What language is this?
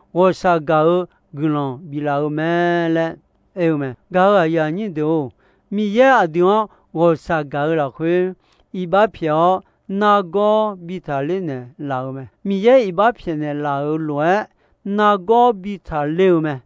Akha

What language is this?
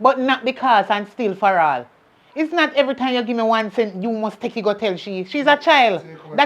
Jamaican Creole English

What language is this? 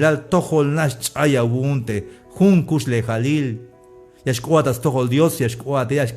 Tzeltal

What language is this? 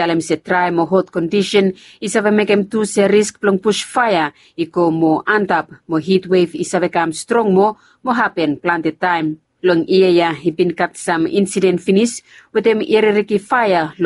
Bislama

